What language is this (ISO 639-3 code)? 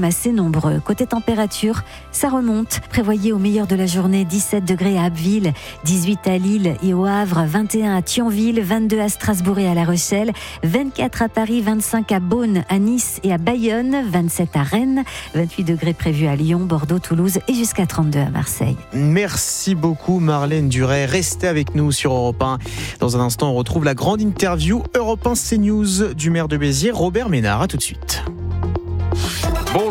fra